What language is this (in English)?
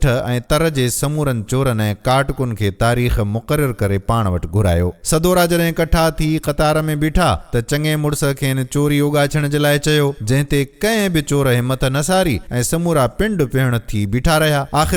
Sindhi